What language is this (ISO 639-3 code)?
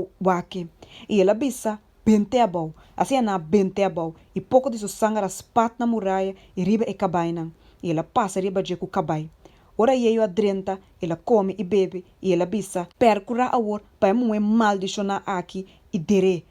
pap